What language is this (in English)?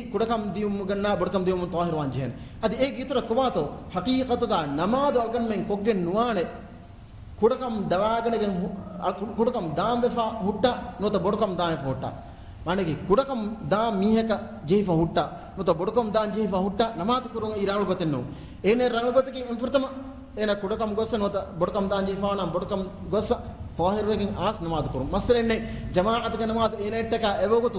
Divehi